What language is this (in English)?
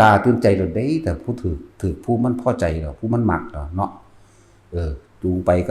Northeastern Thai